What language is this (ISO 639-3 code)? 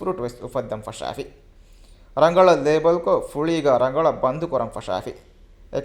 div